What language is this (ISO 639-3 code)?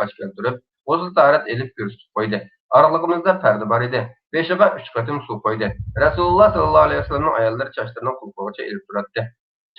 uig